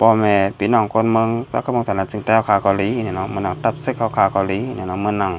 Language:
Shan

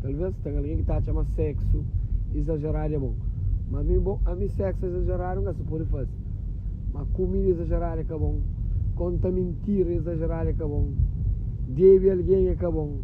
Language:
Kabuverdianu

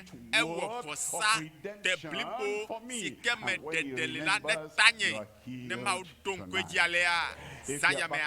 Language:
Ewe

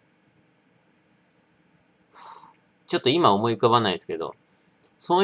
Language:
Japanese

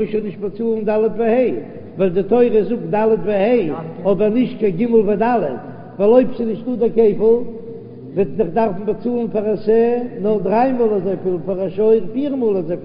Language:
Yiddish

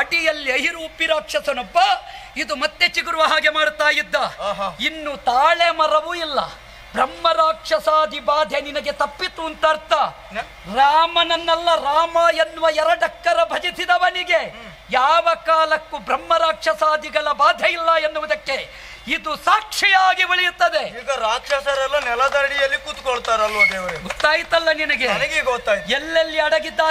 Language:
Kannada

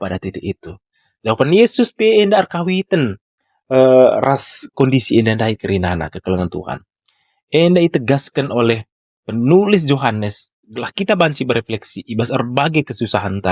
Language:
Batak Karo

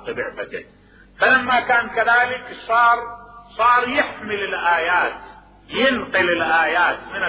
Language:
Mesopotamian Arabic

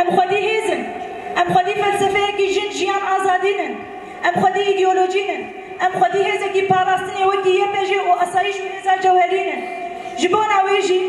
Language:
Kurdish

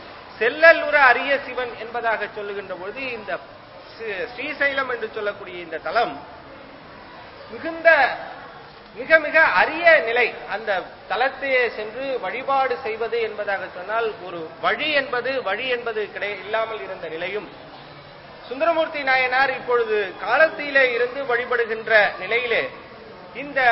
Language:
Tamil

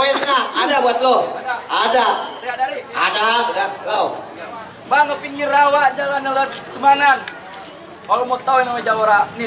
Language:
Betawi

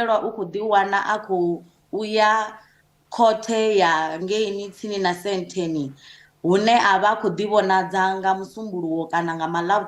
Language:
Venda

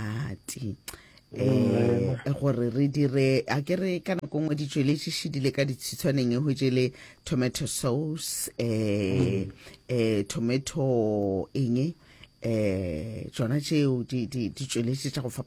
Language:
Northern Sotho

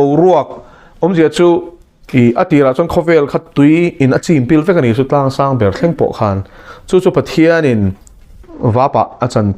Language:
Mizo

